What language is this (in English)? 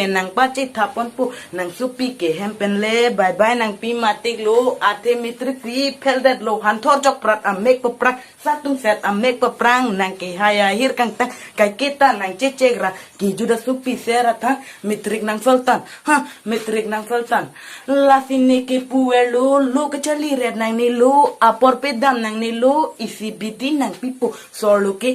Karbi